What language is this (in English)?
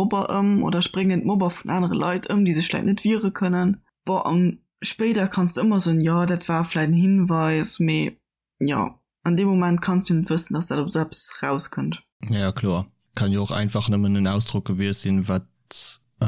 Luxembourgish